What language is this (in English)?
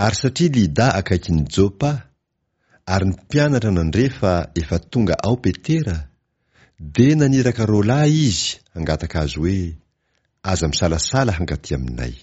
Malagasy